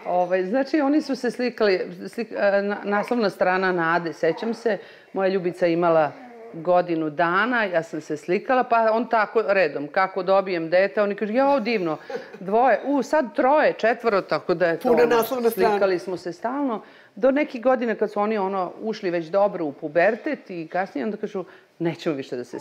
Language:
Serbian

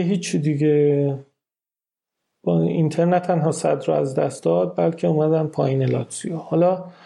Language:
Persian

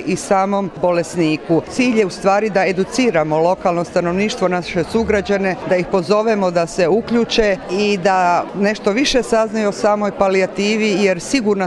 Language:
Serbian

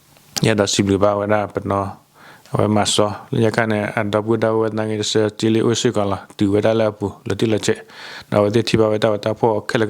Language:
S'gaw Karen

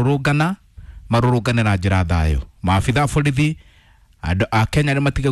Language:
Kikuyu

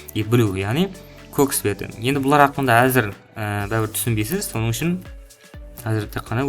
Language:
Kara-Kalpak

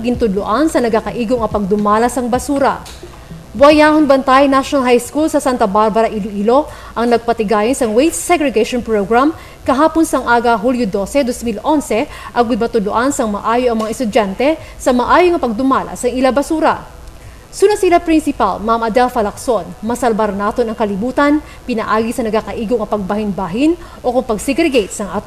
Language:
Hiligaynon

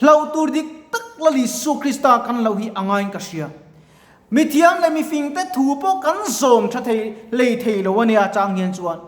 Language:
Mizo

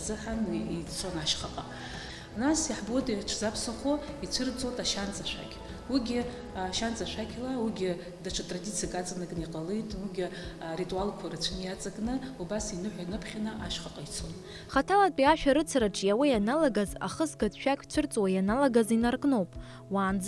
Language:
Abkhazian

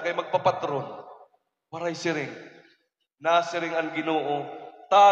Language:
Waray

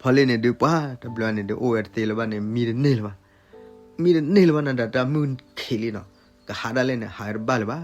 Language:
S'gaw Karen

